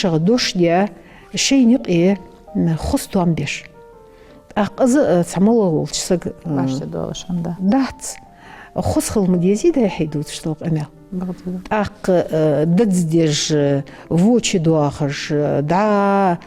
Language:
Ingush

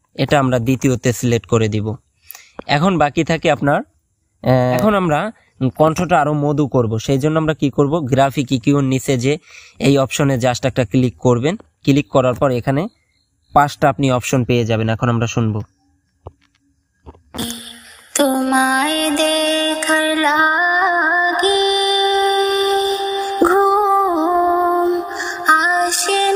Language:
Bangla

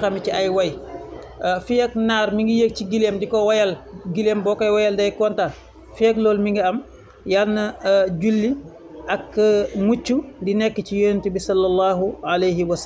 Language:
Wolof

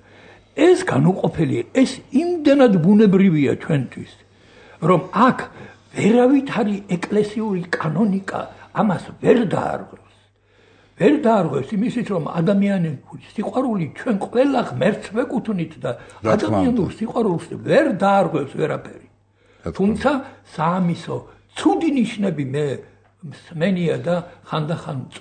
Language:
Georgian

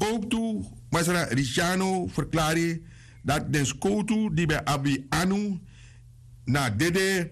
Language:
Sranan Tongo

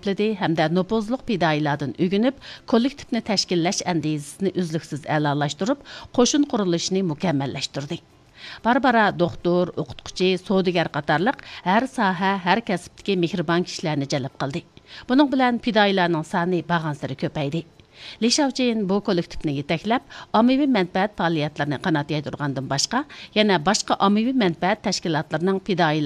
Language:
Uyghur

